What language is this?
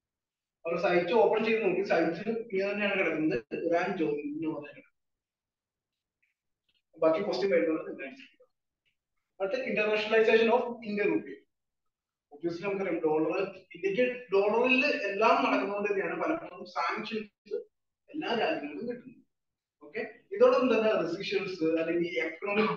Malayalam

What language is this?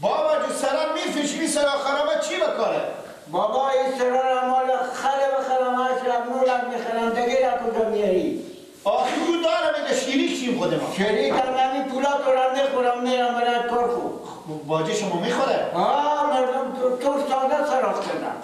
Persian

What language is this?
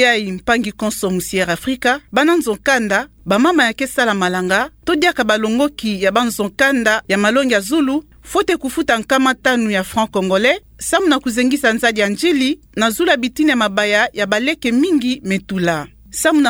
Kituba (Democratic Republic of Congo)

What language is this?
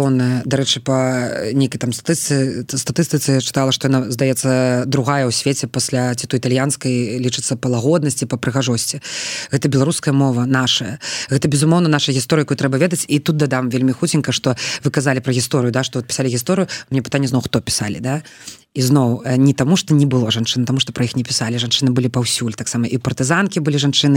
Belarusian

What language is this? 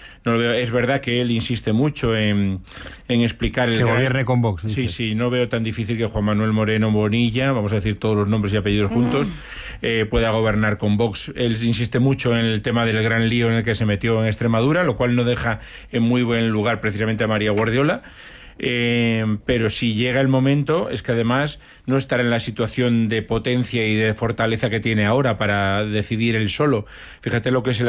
Spanish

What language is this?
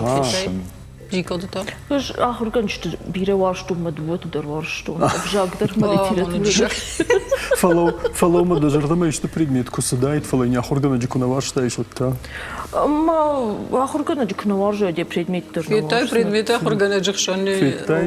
Ossetic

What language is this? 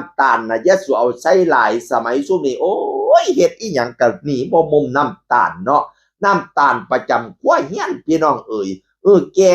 Northeastern Thai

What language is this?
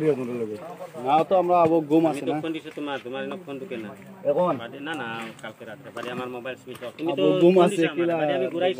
Sylheti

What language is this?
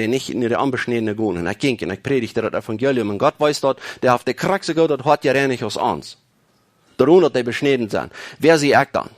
Plautdietsch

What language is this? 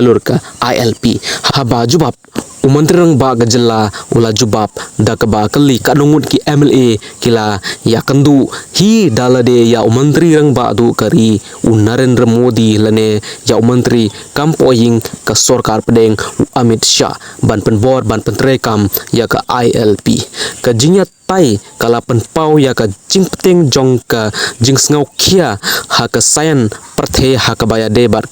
Khasi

